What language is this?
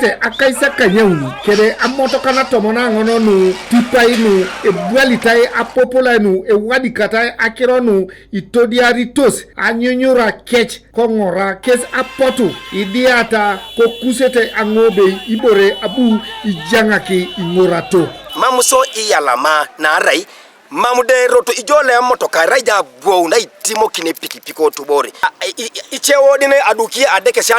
Teso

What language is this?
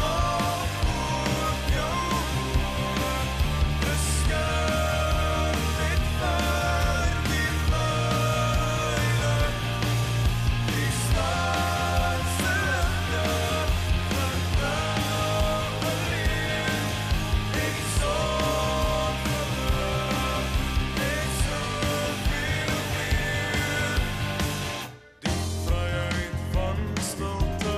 Afrikaans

